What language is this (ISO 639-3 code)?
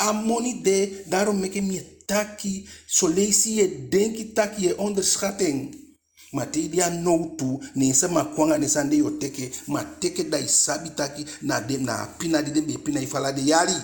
djk